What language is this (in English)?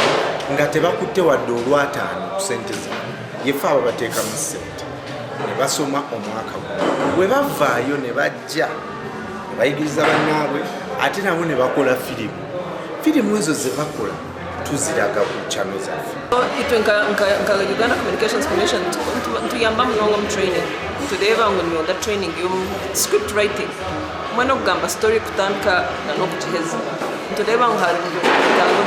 Nyankole